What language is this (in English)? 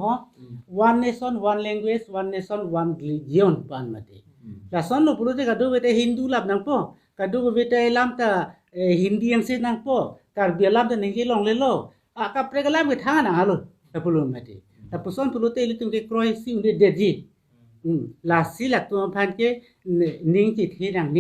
Karbi